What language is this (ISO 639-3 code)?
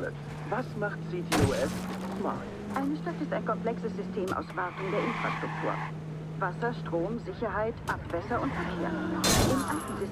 bar